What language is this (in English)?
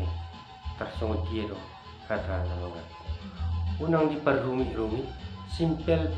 Batak Toba